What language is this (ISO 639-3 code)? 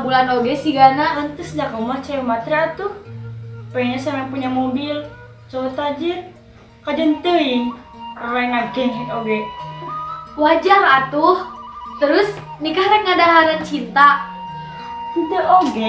sun